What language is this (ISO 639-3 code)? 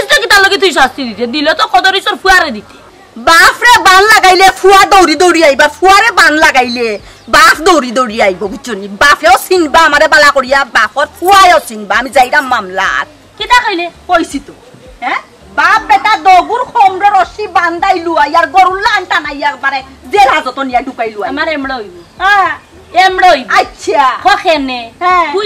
syl